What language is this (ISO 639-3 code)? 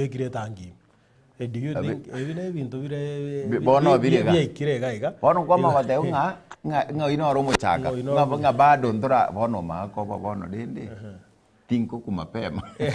guz